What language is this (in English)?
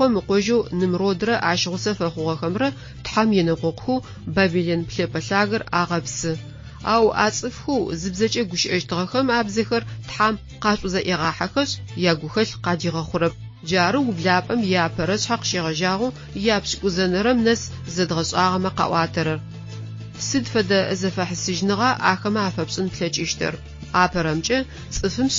Adyghe